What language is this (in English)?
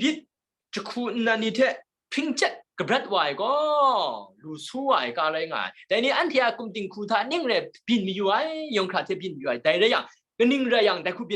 Kachin